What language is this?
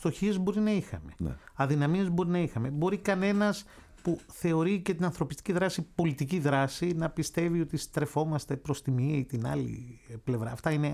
Greek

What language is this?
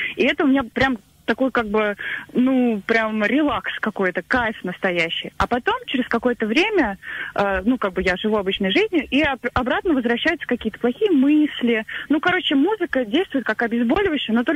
Russian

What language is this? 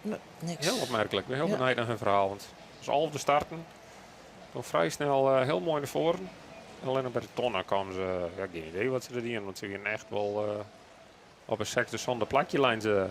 Western Frisian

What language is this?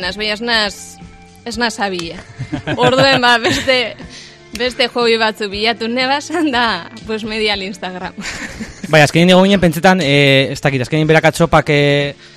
Basque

